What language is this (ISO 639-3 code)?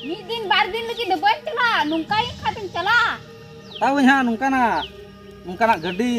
sat